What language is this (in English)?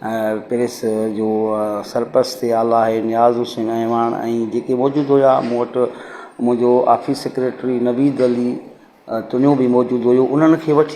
Sindhi